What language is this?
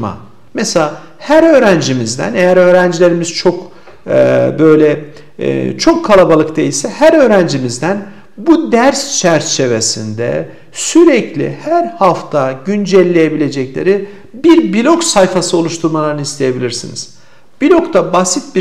Turkish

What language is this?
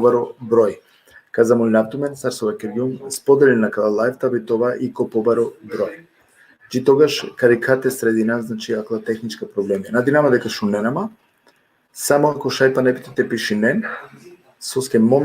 Balkan Romani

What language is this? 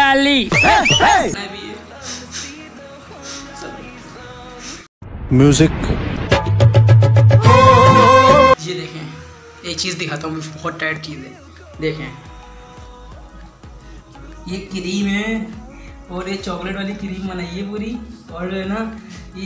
Hindi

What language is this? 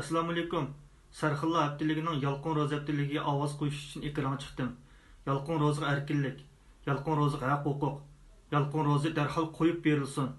Uyghur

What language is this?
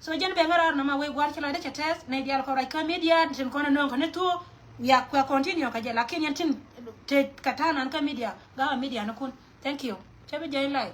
Nuer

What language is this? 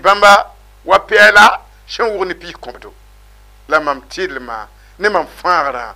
Mossi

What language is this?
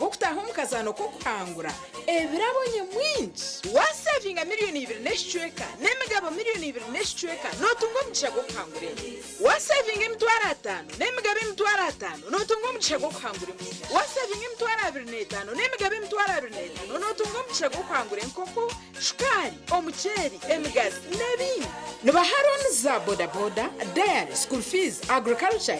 Nyankole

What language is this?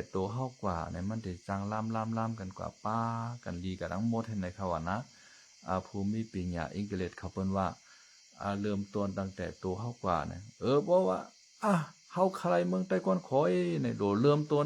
Shan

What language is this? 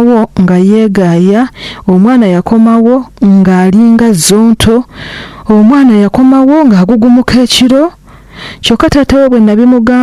Ganda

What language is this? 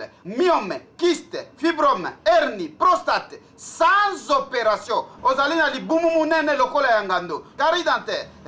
Lingala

